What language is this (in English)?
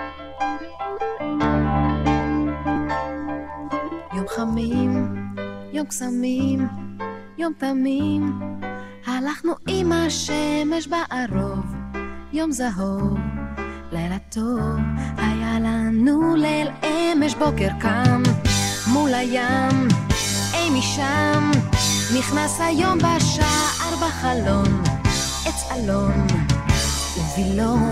Hebrew